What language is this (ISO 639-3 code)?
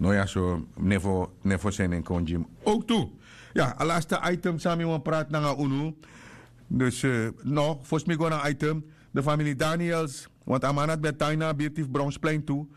srn